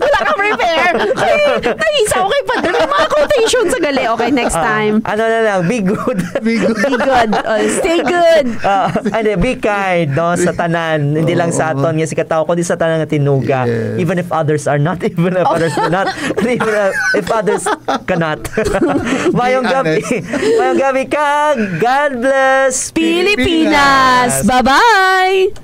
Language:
Hiligaynon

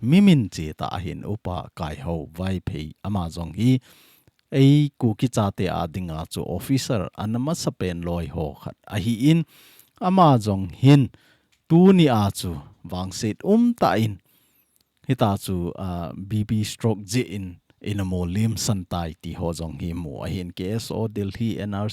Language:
Thado Chin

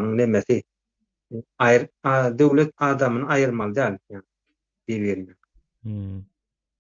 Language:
Turkmen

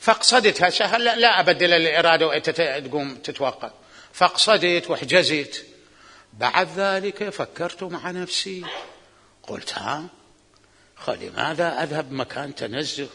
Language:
Mesopotamian Arabic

